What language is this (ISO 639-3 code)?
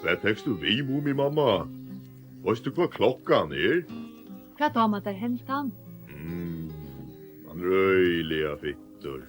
fao